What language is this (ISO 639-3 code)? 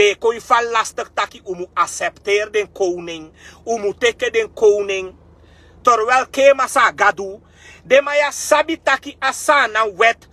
srn